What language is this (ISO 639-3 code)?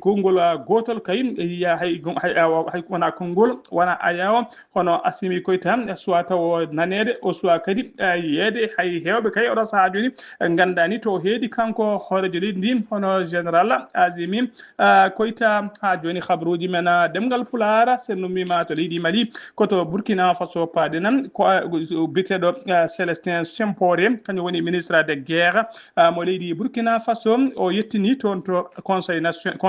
ful